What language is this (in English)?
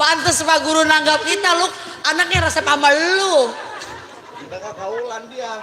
Betawi